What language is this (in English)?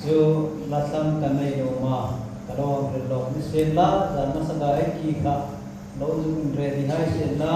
Hmar